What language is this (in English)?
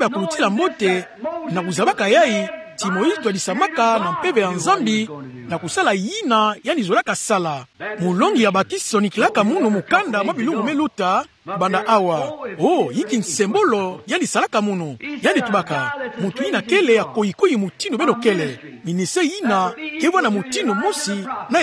Kituba (Democratic Republic of Congo)